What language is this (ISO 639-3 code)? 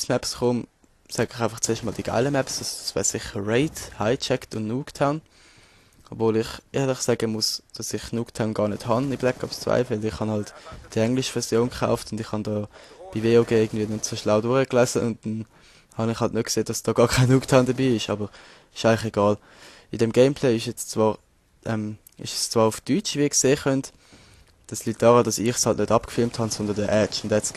gsw